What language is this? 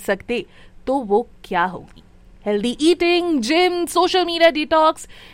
Hindi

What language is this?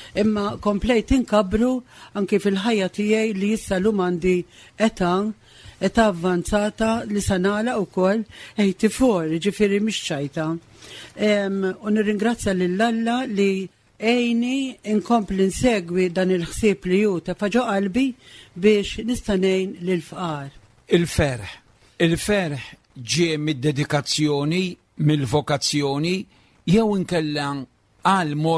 Maltese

